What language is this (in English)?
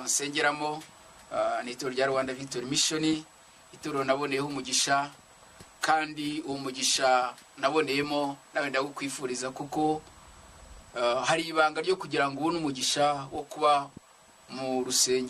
Kinyarwanda